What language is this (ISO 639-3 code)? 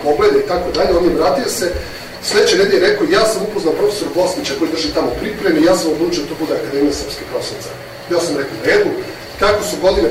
srp